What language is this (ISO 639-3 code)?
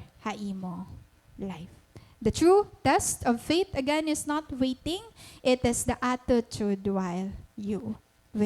war